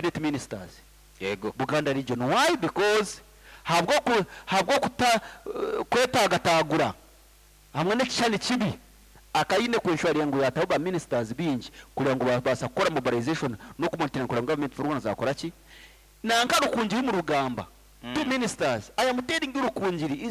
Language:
Nyankole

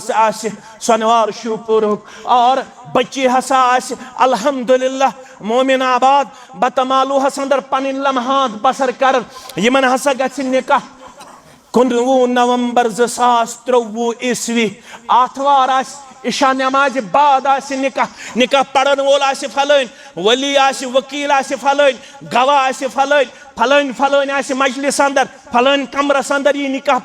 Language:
Kashmiri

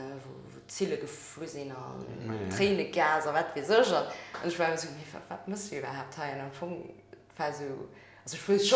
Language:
Luxembourgish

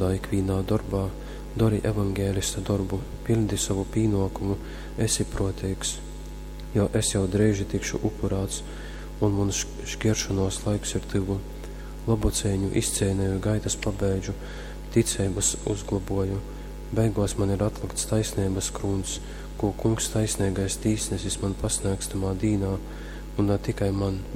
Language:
Latgalian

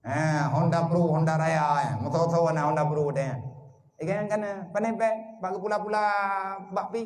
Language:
Achinese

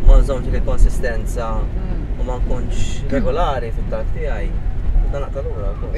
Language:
Maltese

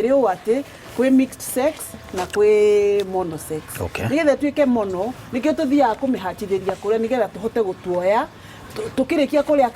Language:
Kikuyu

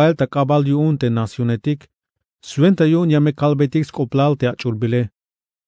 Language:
Tzeltal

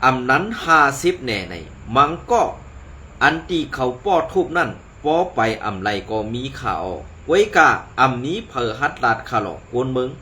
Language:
Shan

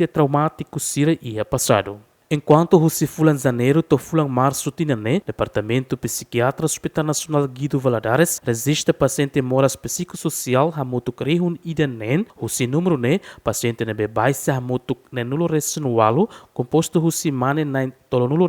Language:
Tetum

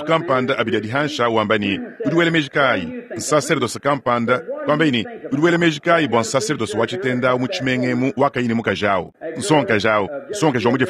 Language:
Luba-Lulua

